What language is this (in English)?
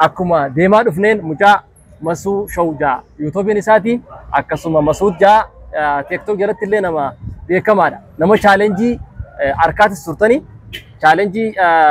Oromo